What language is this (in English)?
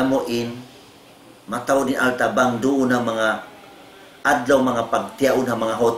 Tausug